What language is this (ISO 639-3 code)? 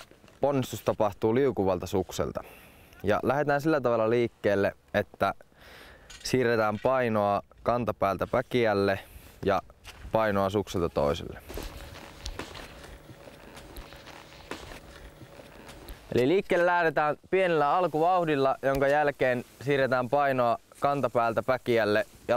fin